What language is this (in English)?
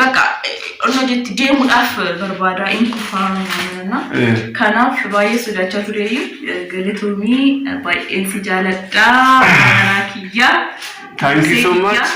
Oromo